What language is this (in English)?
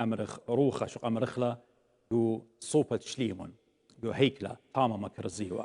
Assyrian Neo-Aramaic